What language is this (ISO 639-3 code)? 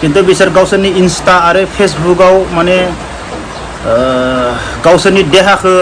brx